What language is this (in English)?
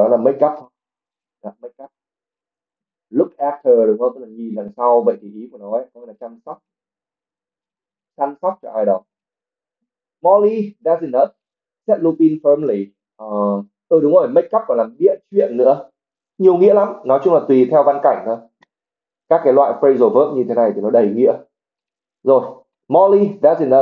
Vietnamese